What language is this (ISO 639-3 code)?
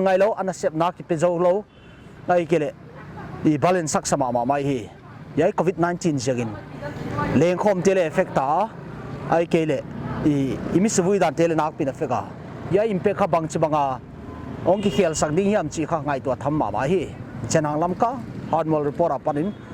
pck